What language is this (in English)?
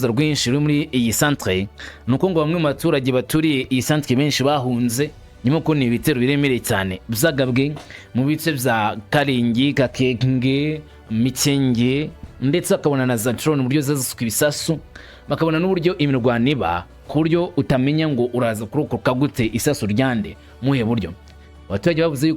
Kinyarwanda